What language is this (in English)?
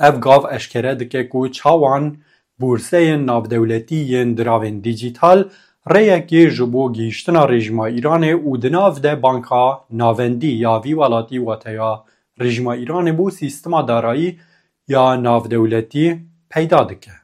Kurdish